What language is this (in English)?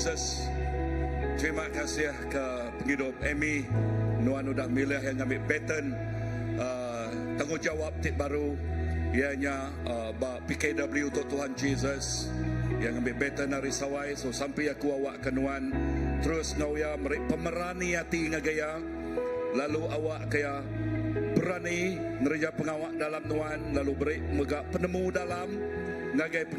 Iban